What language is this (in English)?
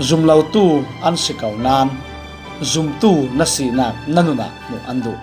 Falam Chin